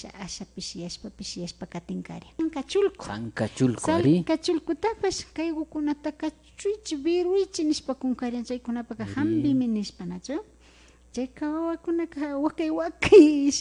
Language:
Imbabura Highland Quichua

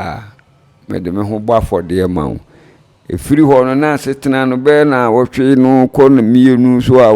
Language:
Akan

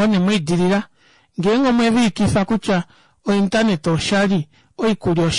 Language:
Kuanyama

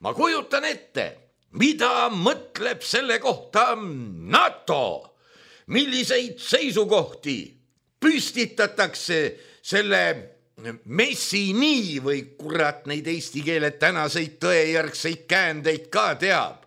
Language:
Estonian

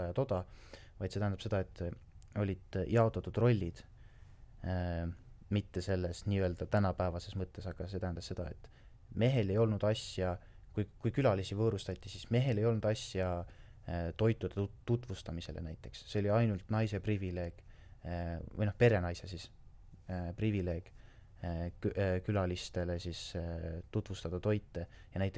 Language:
Estonian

